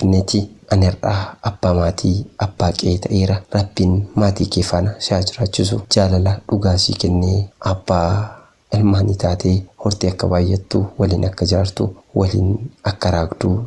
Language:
Oromo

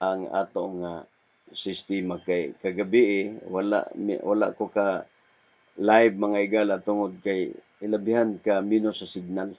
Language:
Cebuano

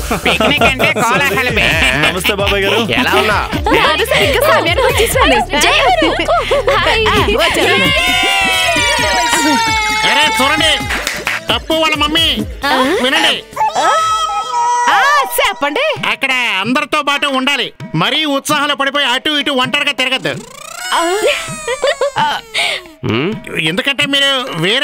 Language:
Telugu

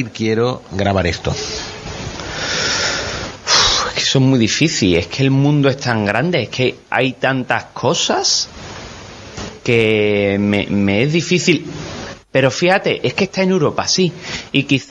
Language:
Spanish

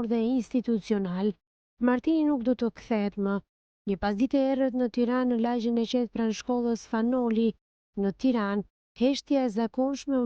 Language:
Albanian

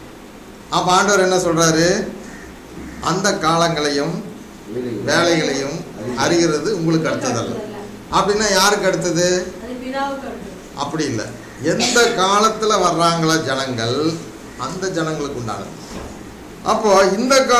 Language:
Tamil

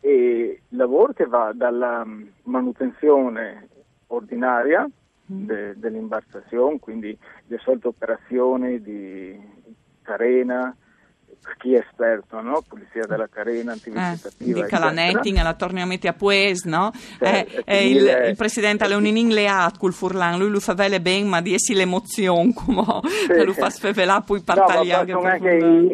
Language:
Friulian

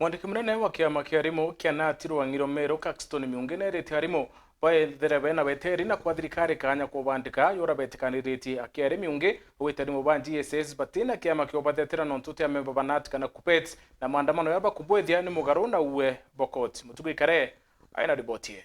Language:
Meru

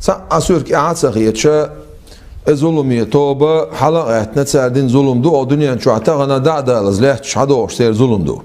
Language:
Chechen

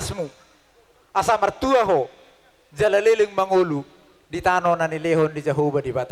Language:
Batak Toba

